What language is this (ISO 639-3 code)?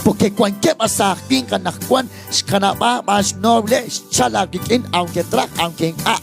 kek